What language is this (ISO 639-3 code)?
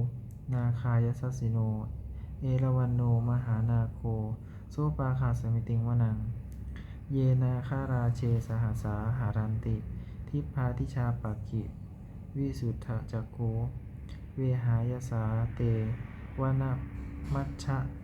pli